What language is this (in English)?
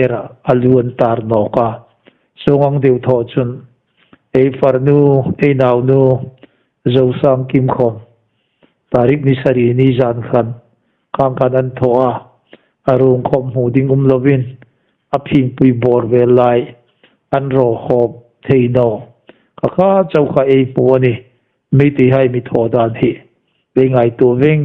Hmar